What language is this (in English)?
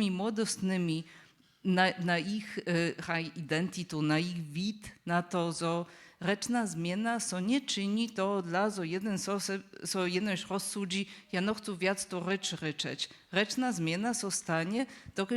Upper Sorbian